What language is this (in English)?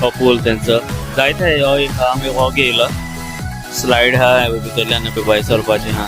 Konkani